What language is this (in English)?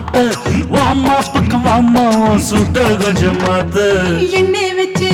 Tamil